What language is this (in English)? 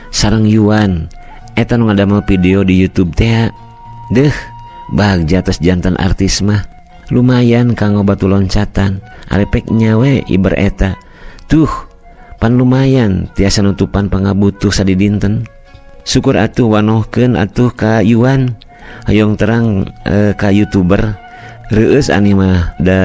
Sundanese